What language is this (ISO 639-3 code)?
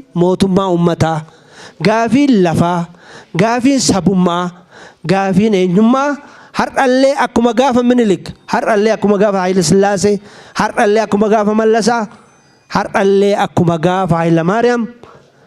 orm